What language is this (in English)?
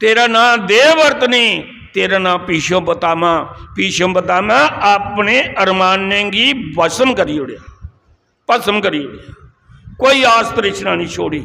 Dogri